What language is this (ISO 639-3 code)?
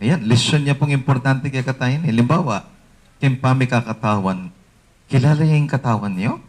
pam